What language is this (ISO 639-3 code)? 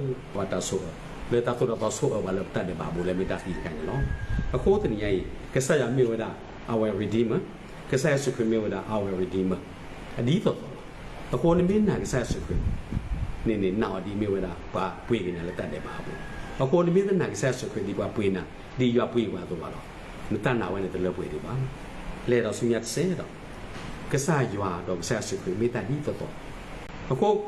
ksw